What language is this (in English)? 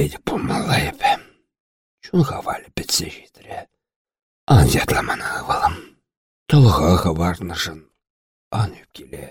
Chuvash